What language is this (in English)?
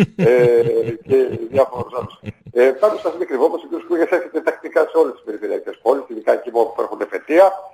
Greek